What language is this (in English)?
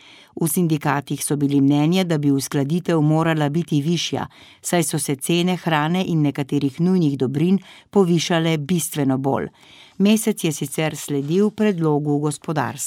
Slovenian